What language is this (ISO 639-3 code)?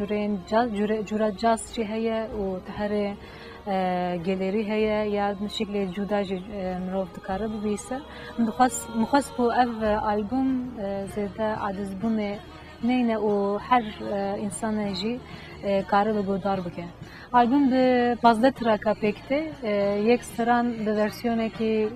kur